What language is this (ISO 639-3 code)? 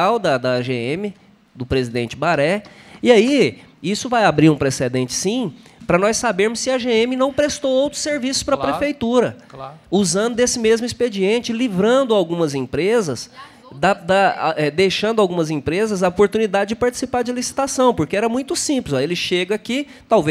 por